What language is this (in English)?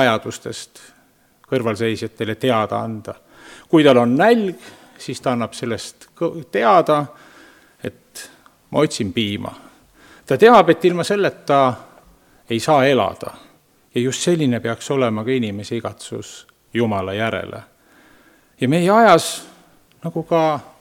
Estonian